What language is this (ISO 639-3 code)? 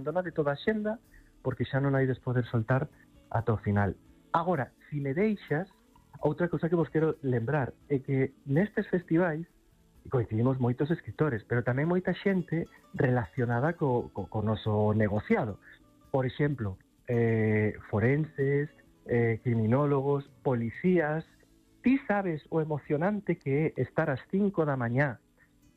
glg